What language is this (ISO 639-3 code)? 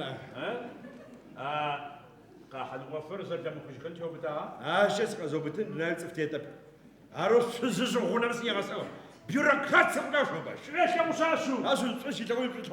ady